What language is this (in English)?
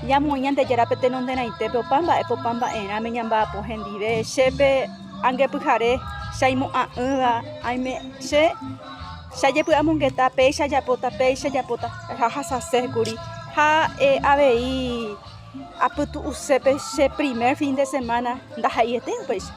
Guarani